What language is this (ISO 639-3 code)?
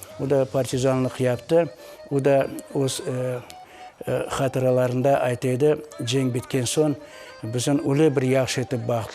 crh